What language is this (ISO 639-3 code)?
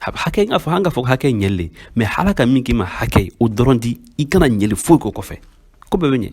bam